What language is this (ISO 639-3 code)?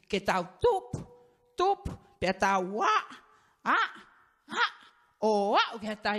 ton